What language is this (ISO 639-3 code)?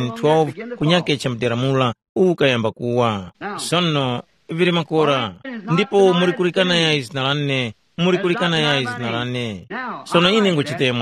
tum